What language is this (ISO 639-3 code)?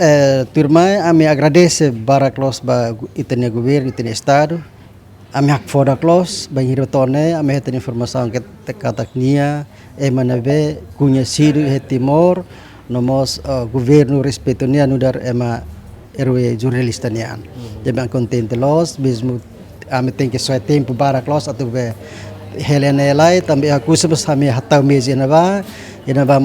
tet